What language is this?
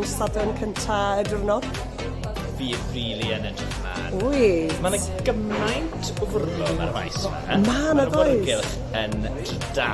Welsh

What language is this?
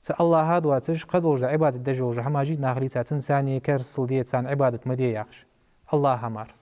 Ingush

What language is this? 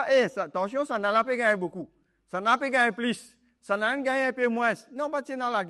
Morisyen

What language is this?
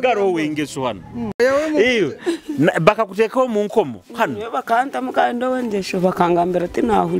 Nyoro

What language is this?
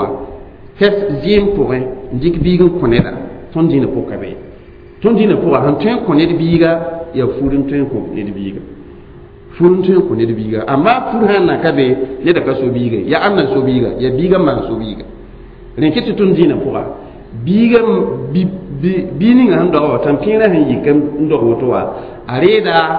Mossi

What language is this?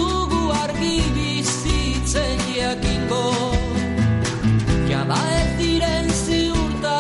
Basque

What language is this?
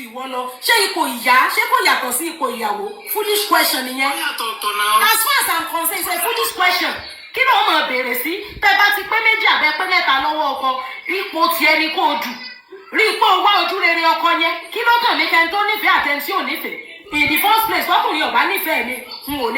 Yoruba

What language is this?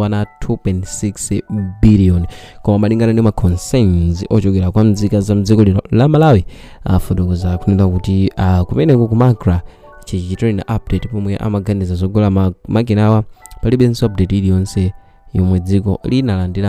Nyanja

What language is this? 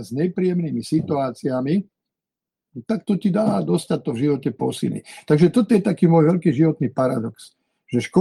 Slovak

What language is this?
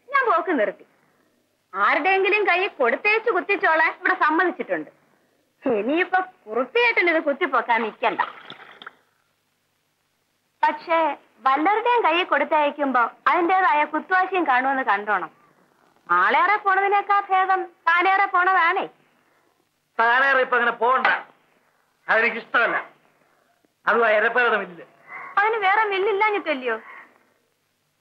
Malayalam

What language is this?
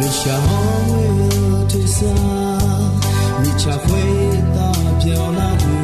Akha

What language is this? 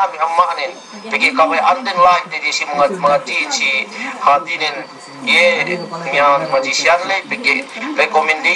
Yakan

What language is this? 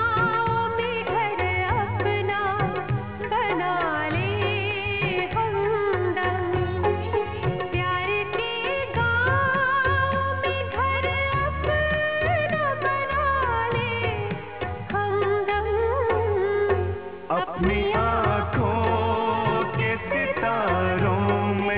Hindi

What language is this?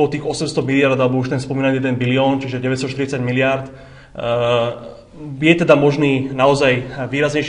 Slovak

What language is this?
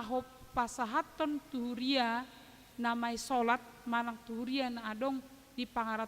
Batak Toba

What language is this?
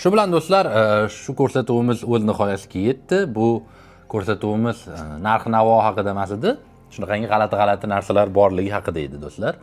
Uzbek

